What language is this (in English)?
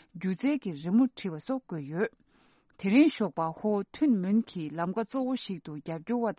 Tibetan